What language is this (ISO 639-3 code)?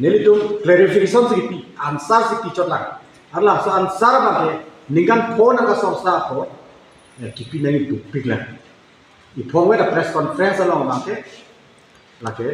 mjw